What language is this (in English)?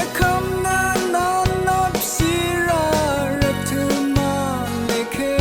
Rawang